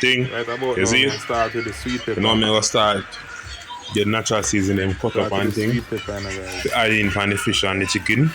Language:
Jamaican Creole English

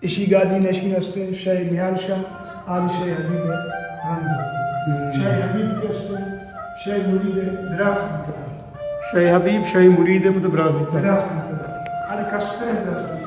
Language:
Baluchi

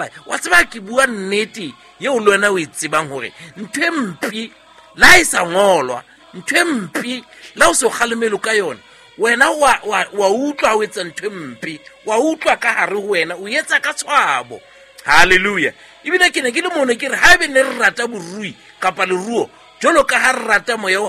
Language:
Southern Sotho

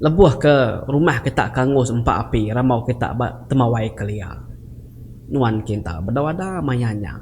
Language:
Iban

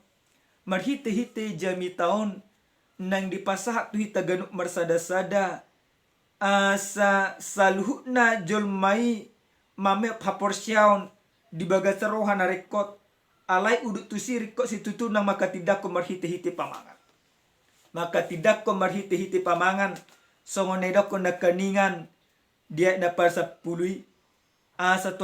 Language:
Batak Toba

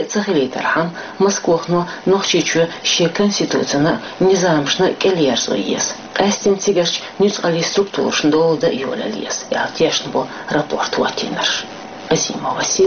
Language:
Chechen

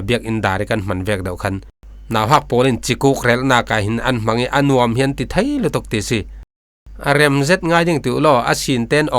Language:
Falam Chin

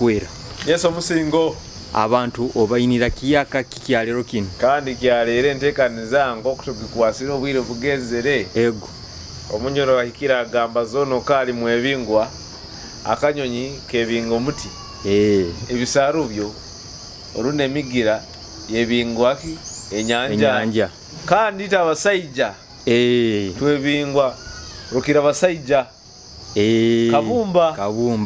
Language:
Nyoro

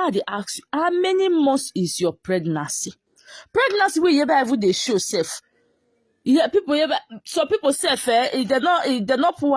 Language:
Nigerian Pidgin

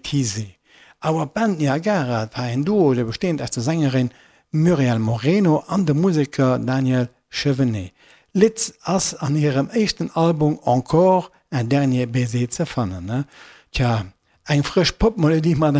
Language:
Luxembourgish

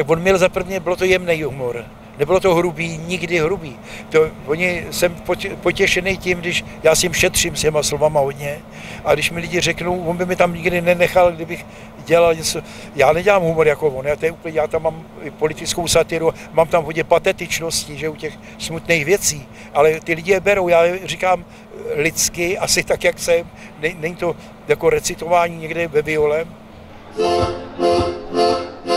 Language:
Czech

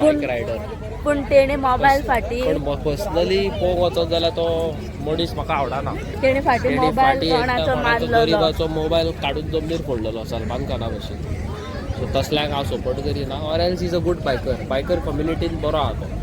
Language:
Konkani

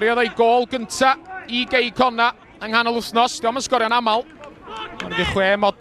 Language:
Welsh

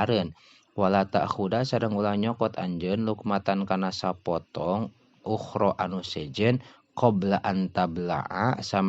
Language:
Sundanese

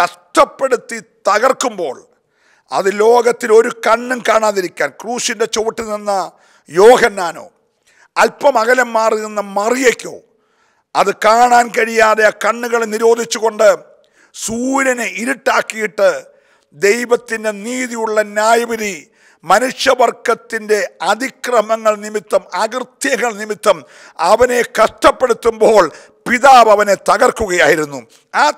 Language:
Malayalam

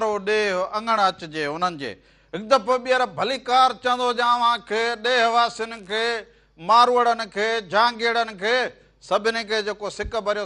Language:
Sindhi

